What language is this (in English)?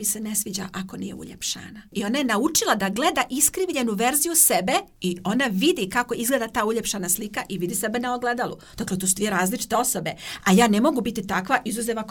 Croatian